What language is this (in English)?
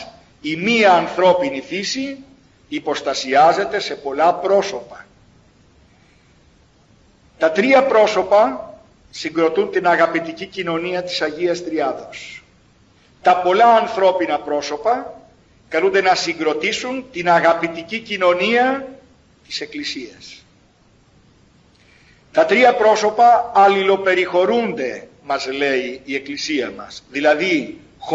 Greek